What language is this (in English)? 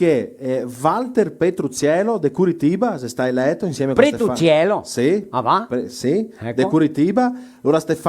Venetian